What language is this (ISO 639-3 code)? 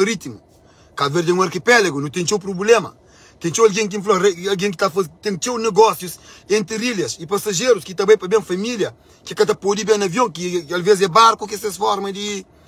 kea